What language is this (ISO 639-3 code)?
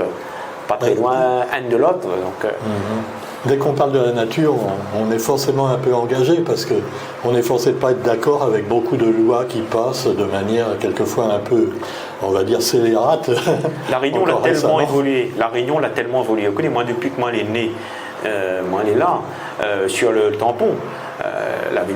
rcf